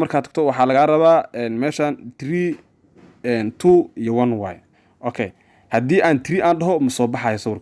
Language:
Somali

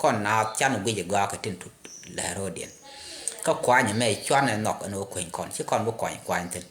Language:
Nuer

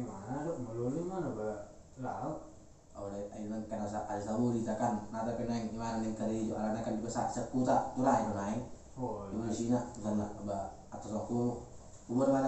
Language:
Batak Toba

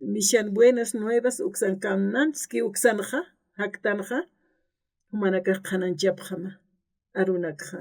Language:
Aymara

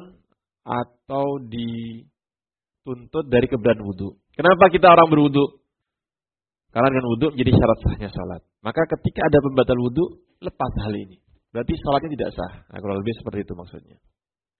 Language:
Indonesian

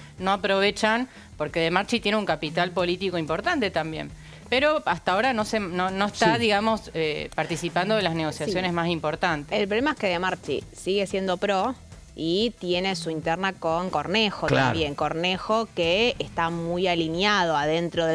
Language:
Spanish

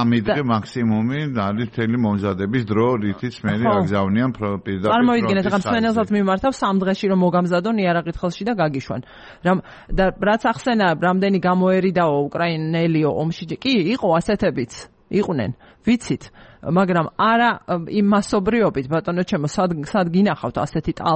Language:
Georgian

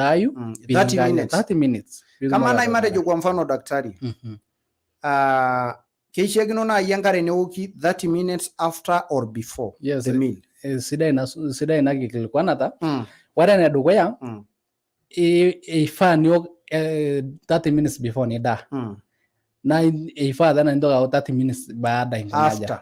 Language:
Masai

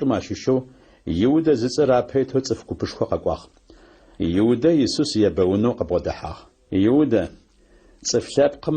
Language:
Adyghe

